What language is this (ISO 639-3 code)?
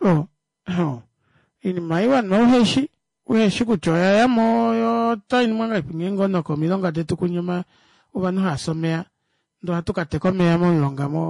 kua